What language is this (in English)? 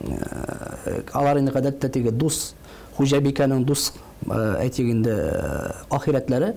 Tatar